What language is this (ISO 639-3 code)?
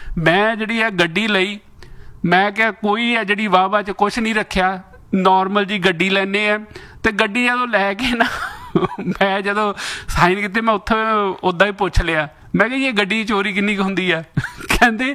pan